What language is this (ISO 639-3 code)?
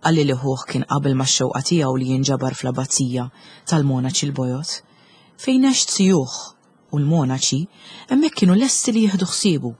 mlt